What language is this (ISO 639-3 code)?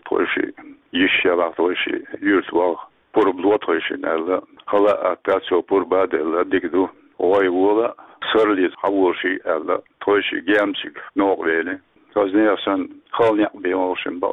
che